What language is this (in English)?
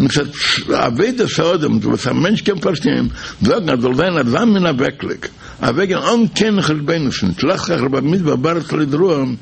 Yiddish